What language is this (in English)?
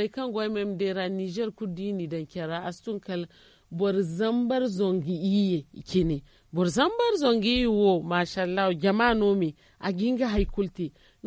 Zarma